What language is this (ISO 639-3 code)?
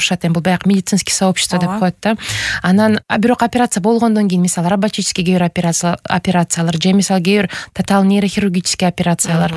kir